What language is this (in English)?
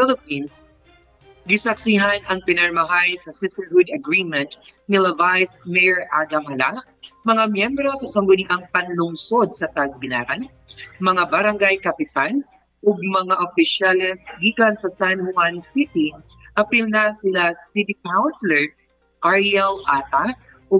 Cebuano